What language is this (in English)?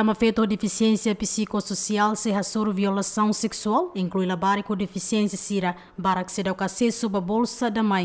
Tetum